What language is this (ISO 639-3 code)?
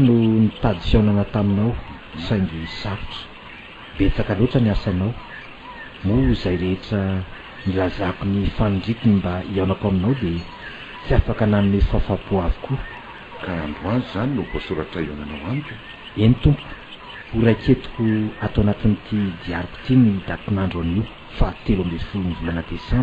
mlg